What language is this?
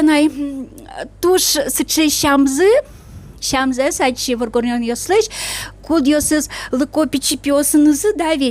Udmurt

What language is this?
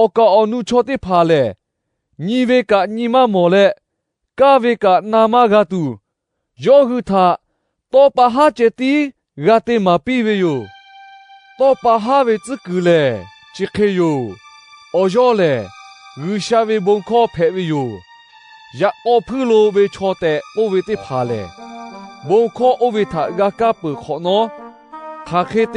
Lahu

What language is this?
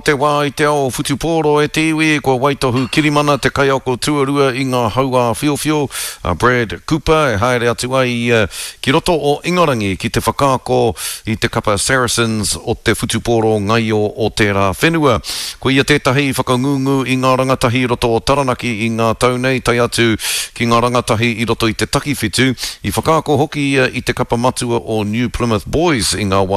Māori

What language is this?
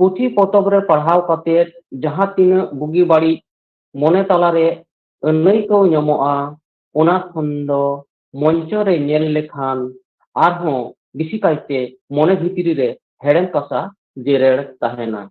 Santali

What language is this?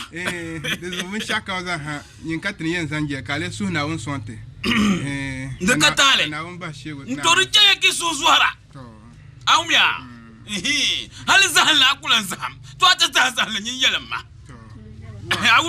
Dagbani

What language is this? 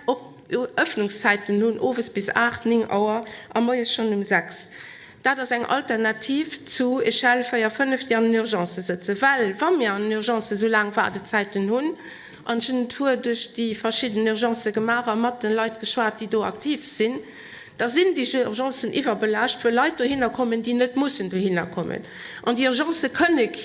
Luxembourgish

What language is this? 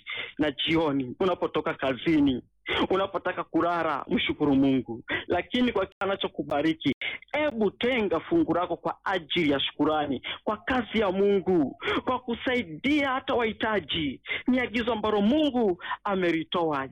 Swahili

